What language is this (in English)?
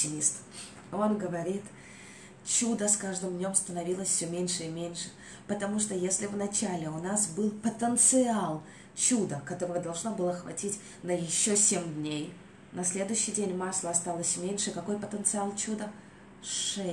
Russian